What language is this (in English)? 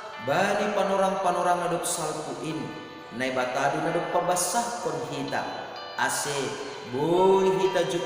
Batak Simalungun